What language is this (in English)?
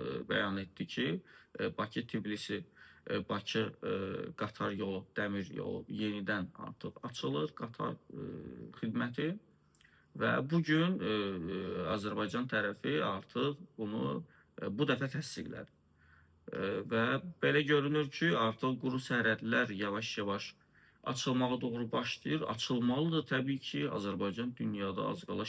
Azerbaijani